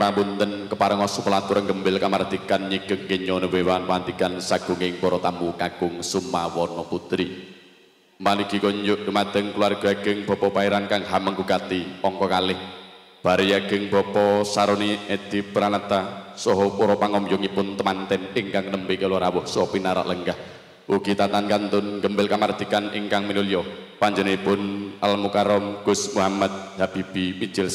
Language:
Javanese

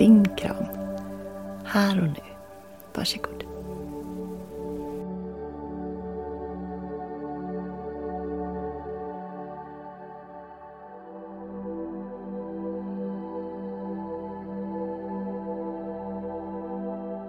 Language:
Swedish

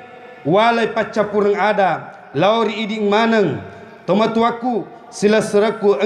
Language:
Buginese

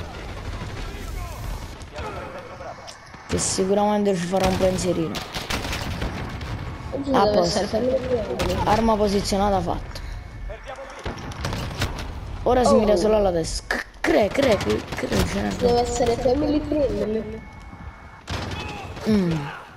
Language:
Italian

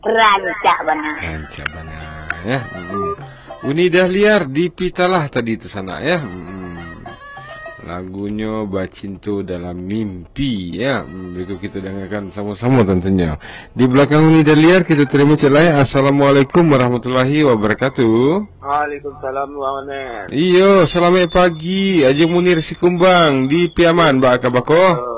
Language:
Minangkabau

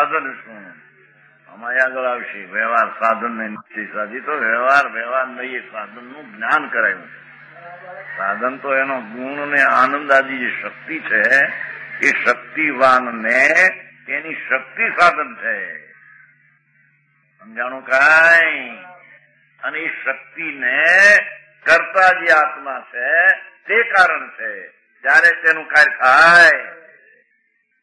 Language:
Gujarati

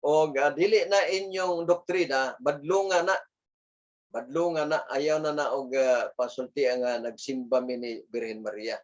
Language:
Cebuano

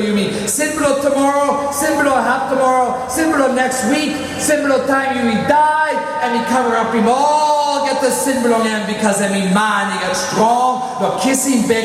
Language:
Tok Pisin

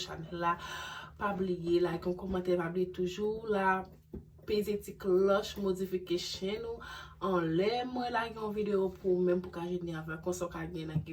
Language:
Haitian Creole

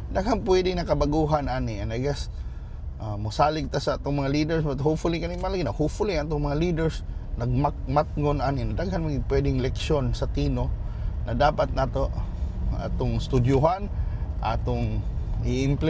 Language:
Cebuano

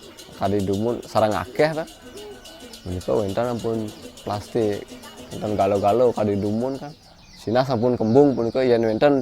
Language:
Balinese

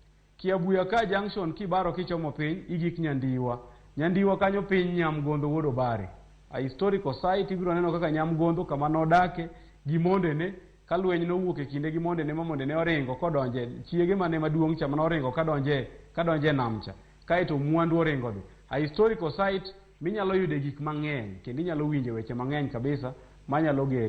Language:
Luo (Kenya and Tanzania)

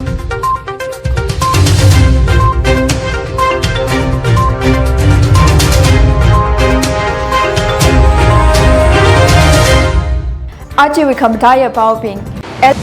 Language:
Tangkhul Naga (India)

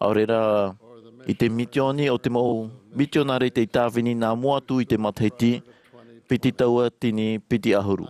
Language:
Tahitian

